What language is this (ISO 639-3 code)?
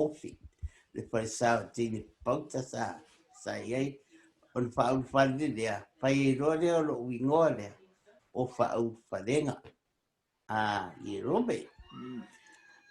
smo